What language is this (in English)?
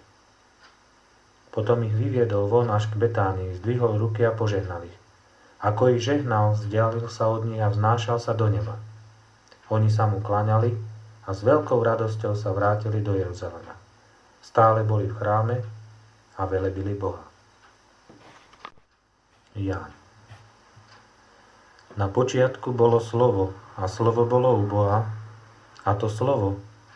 Slovak